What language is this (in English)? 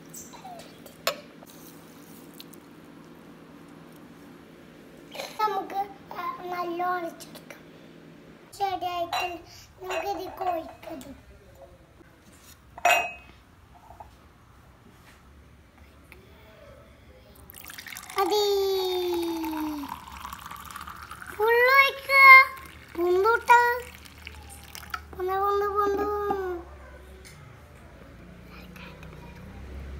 Malayalam